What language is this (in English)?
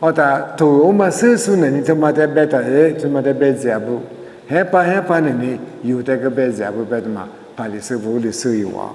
Lisu